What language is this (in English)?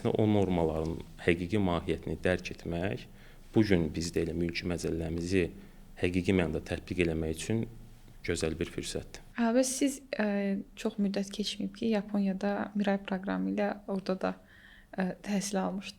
Azerbaijani